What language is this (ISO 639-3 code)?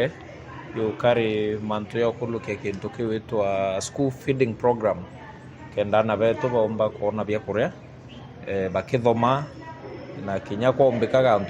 mer